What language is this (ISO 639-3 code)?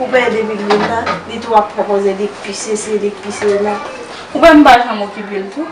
hat